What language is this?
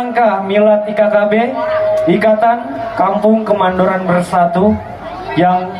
Betawi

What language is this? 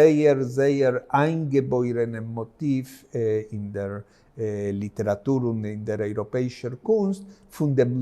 Yiddish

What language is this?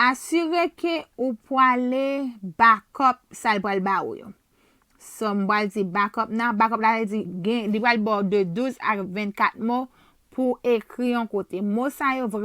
Haitian Creole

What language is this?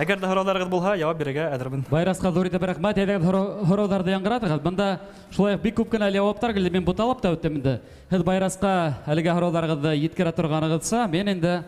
Bashkir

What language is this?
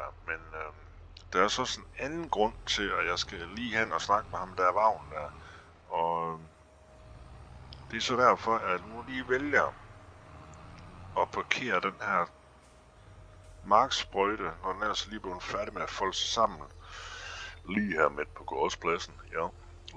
Danish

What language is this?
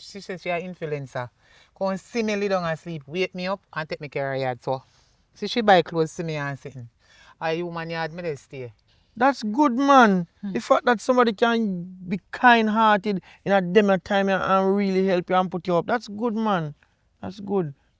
Jamaican Creole English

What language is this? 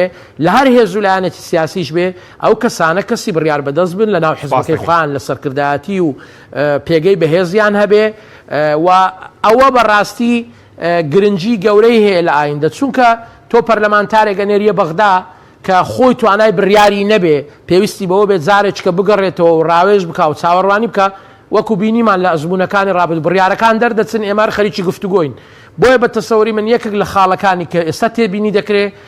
Central Kurdish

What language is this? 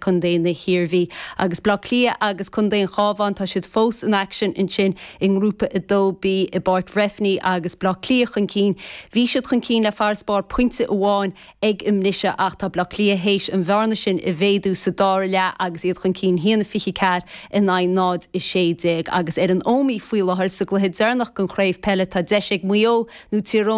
Irish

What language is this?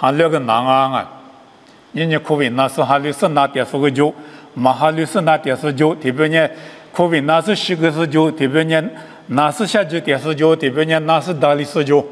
Lisu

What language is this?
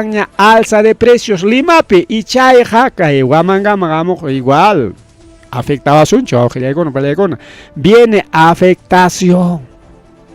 Ayacucho Quechua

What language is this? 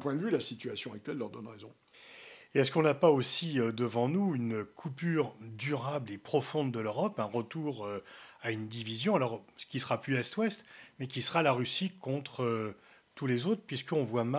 French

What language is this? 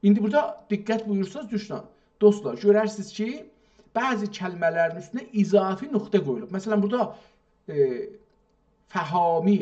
South Azerbaijani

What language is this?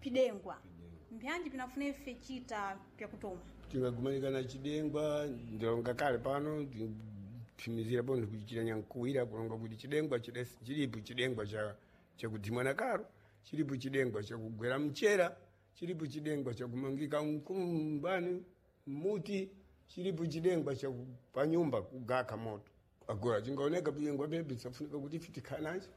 Sena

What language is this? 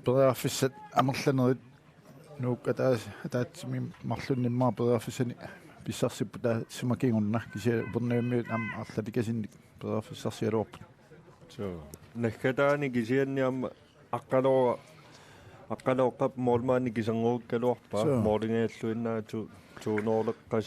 Kalaallisut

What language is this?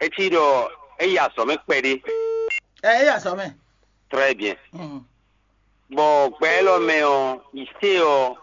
Fon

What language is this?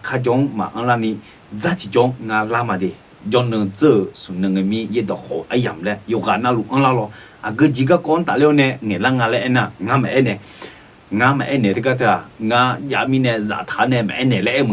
Akha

